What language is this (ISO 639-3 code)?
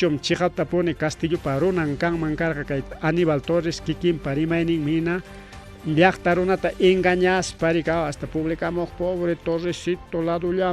quy